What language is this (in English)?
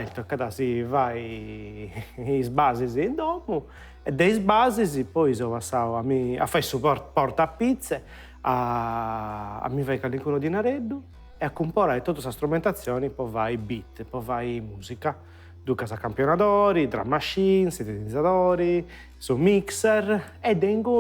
Sardinian